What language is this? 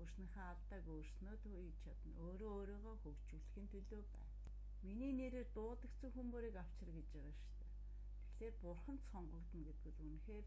Mongolian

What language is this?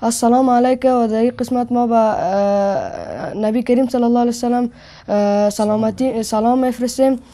Persian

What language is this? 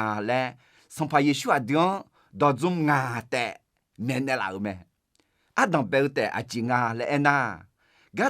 Akha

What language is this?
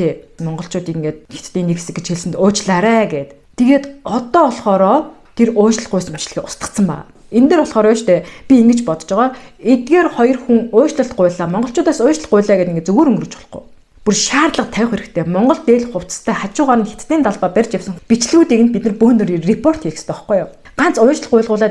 Mongolian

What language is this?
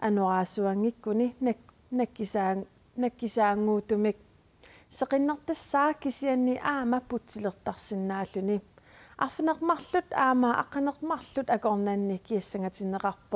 Kalaallisut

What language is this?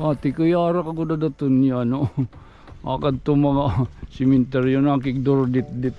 Waray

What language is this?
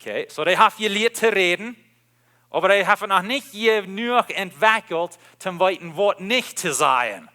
Plautdietsch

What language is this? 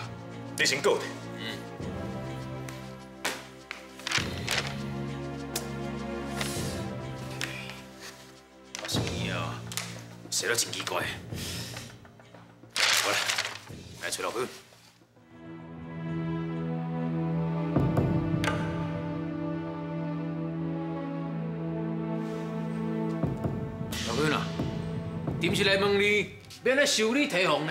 Chinese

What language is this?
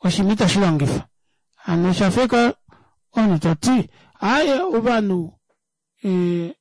Kuanyama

